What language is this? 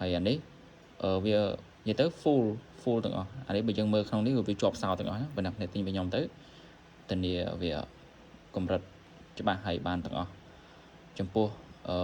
Khmer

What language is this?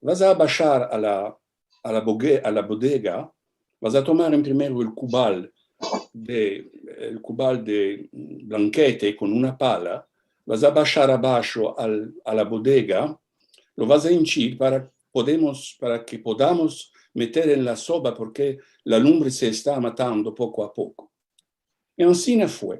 Ladino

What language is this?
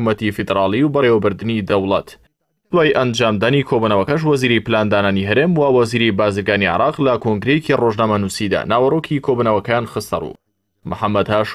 Central Kurdish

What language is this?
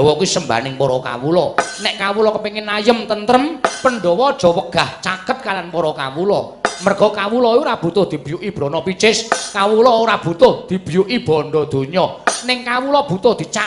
Javanese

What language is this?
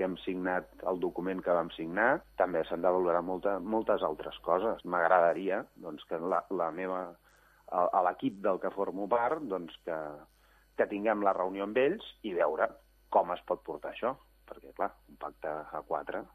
Catalan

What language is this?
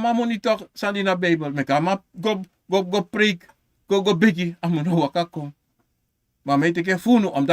Sranan Tongo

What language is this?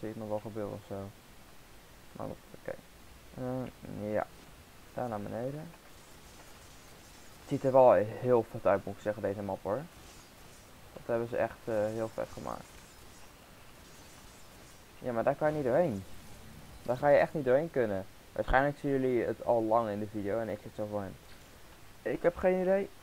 Dutch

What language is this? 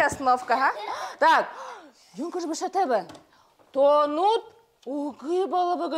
Buriat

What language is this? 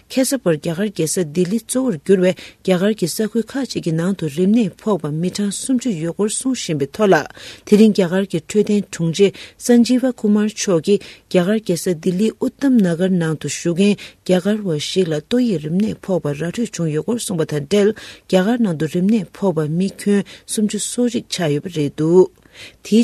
Tibetan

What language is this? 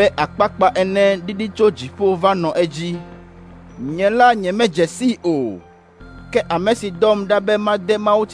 Ewe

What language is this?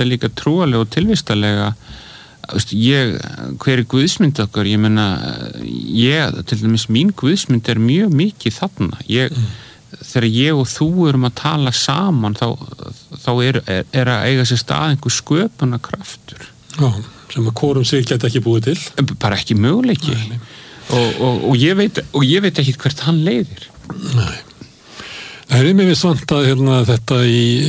Icelandic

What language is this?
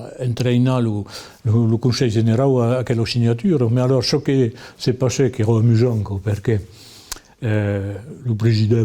Occitan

